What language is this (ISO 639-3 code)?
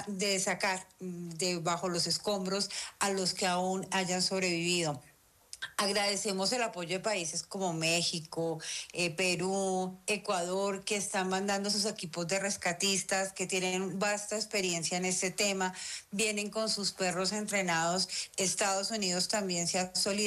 spa